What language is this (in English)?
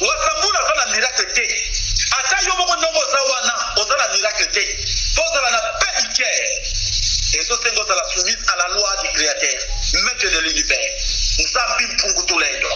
Lingala